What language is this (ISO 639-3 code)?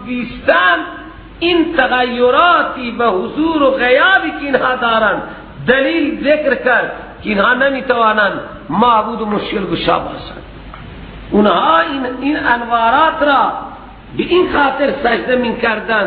fas